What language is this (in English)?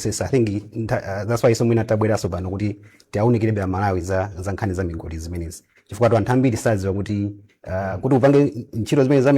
Nyanja